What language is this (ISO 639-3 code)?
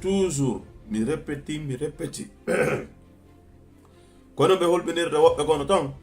ful